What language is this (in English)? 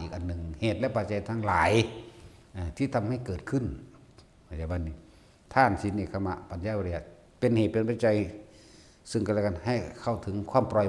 Northeastern Thai